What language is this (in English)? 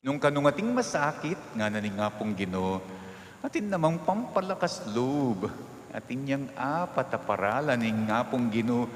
Pampanga